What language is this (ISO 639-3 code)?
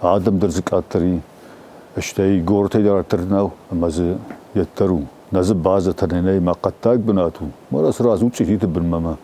oss